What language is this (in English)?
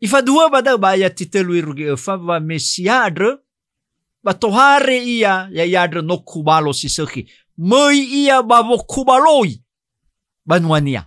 Nias